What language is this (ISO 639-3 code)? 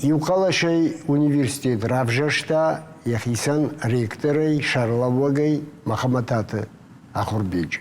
oss